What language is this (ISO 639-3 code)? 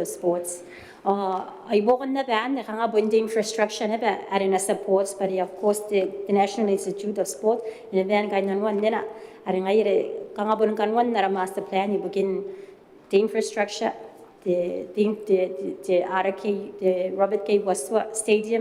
gil